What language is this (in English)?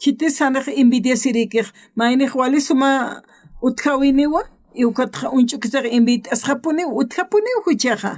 Aymara